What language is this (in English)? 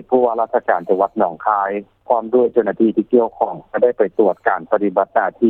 Lao